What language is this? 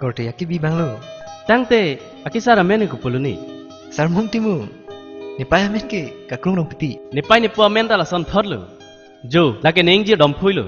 Karbi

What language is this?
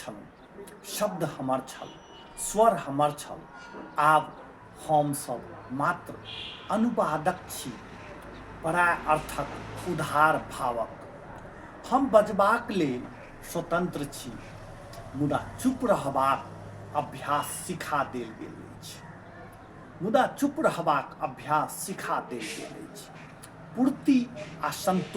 Maithili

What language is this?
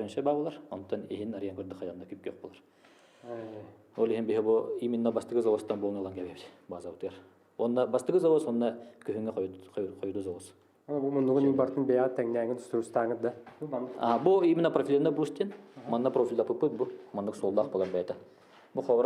Yakut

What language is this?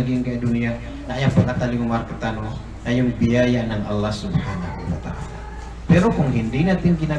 Maranao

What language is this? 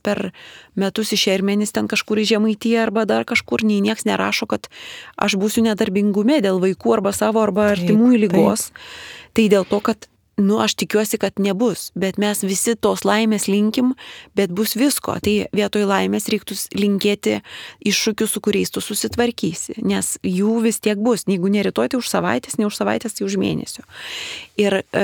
Lithuanian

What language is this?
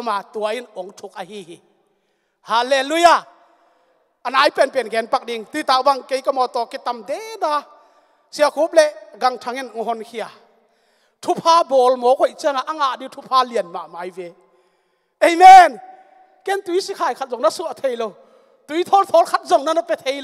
Tedim Chin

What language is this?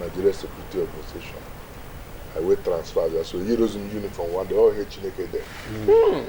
Igbo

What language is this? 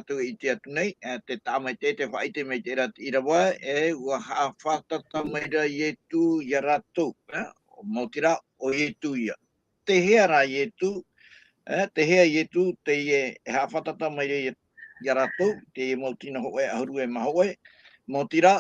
Tahitian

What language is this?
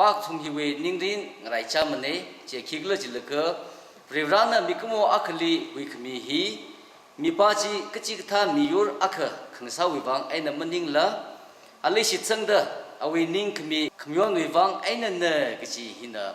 Tangkhul Naga (India)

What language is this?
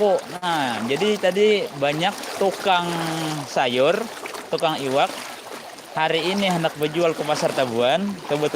Banjar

